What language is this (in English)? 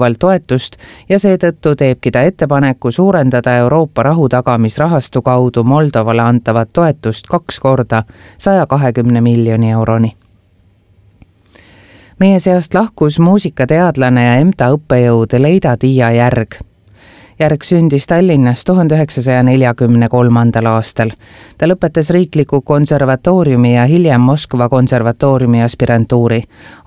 Estonian